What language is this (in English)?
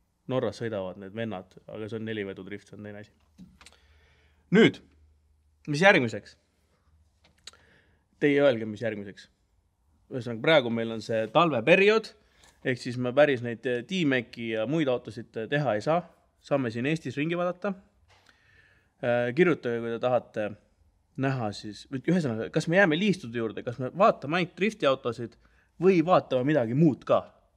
Estonian